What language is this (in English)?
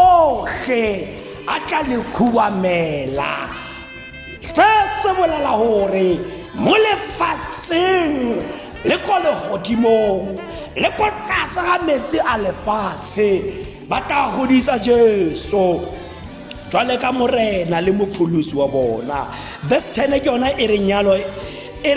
Tswana